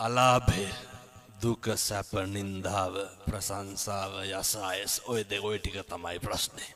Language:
Sinhala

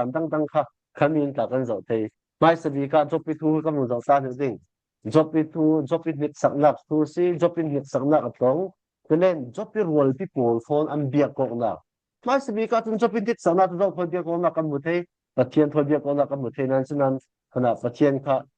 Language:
Falam Chin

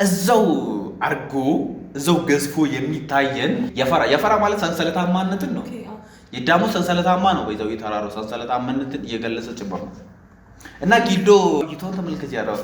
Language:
Amharic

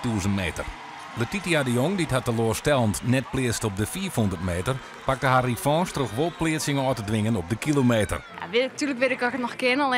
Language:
Western Frisian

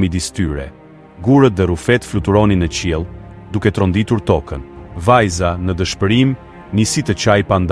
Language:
Albanian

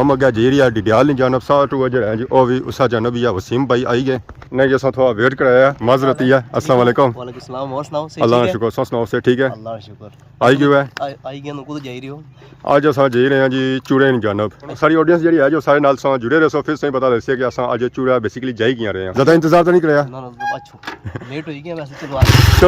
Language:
Pahari-Potwari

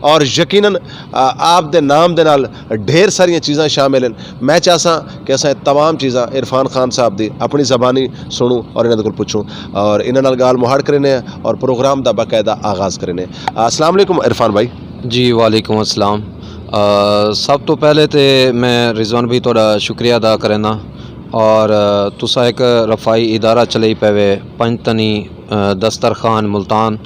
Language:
Saraiki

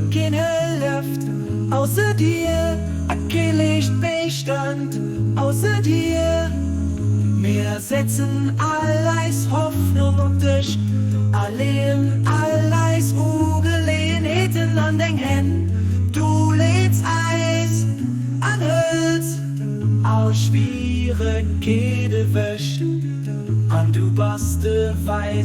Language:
Luxembourgish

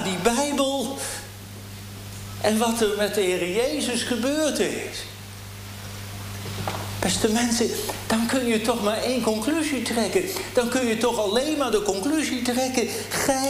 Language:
Dutch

